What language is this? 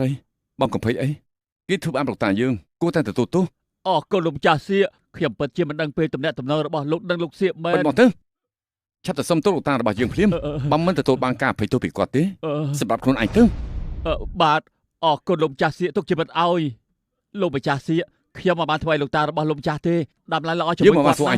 Khmer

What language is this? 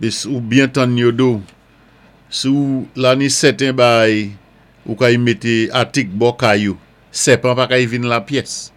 Saint Lucian Creole French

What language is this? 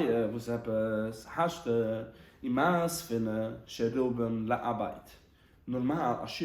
Yiddish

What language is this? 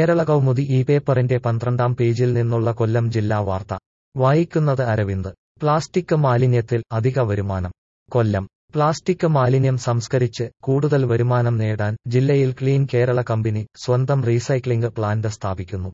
Malayalam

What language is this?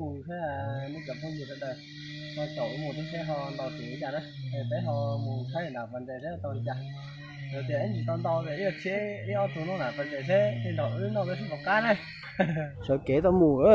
Hmong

